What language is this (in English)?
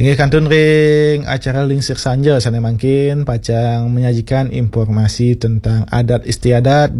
Balinese